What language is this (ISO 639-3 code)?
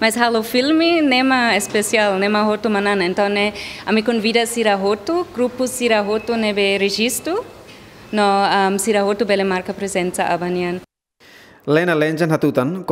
tet